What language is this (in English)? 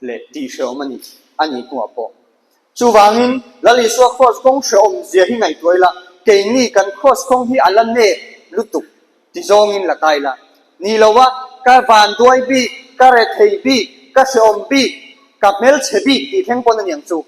Mizo